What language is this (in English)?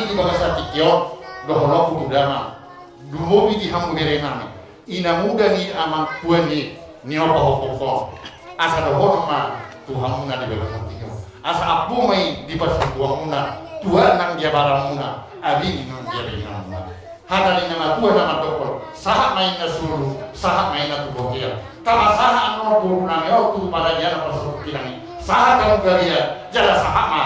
Batak Toba